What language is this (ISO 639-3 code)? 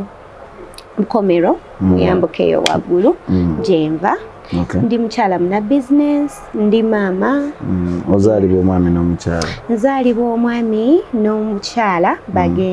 lug